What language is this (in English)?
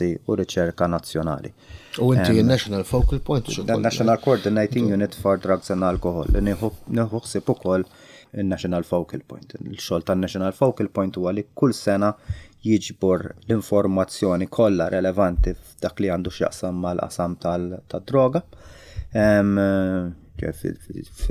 Maltese